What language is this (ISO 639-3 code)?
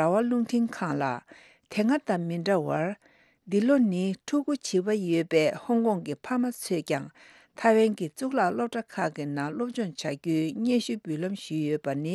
bod